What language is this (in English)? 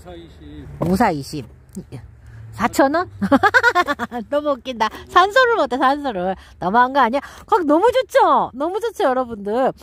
Korean